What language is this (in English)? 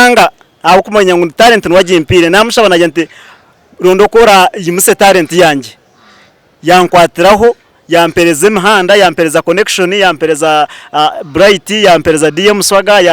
Nyankole